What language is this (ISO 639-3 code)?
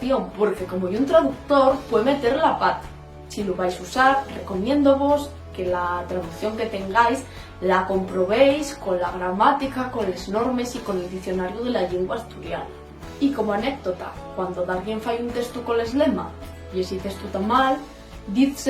ast